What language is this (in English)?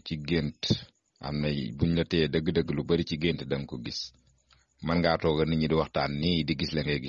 Wolof